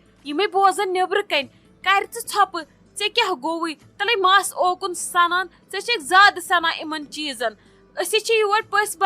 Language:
Kashmiri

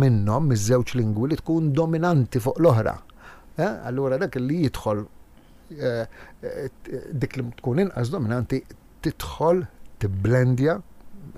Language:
Maltese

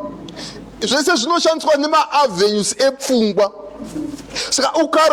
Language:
Shona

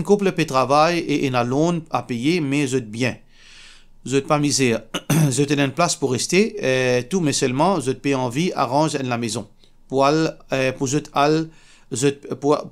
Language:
Morisyen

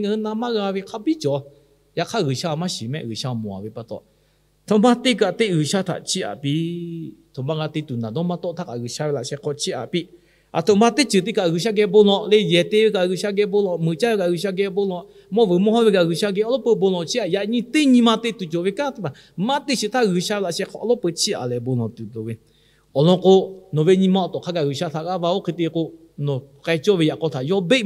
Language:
Lahu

